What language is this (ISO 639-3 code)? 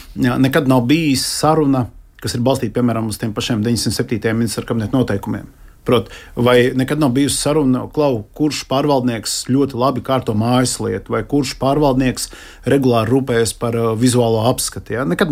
lav